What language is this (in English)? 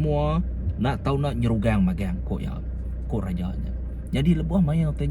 Iban